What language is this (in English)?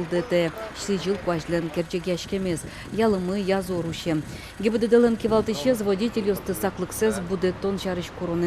Udmurt